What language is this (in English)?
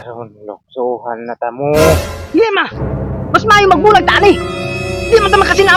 Cebuano